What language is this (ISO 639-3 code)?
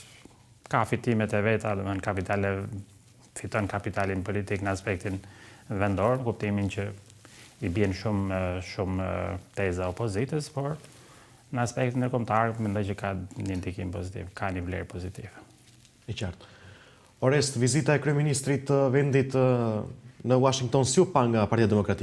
sqi